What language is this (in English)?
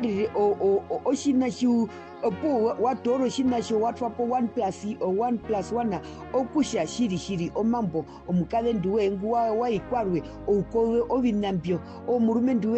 Herero